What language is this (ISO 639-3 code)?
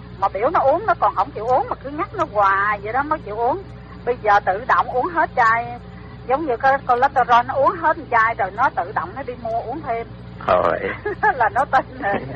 vie